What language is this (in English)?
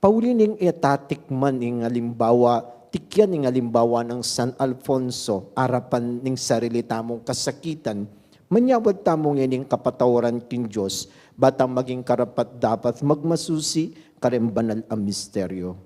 Pampanga